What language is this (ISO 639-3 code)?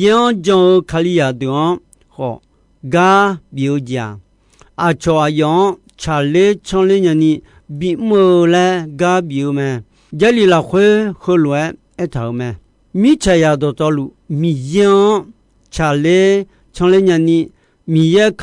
ahk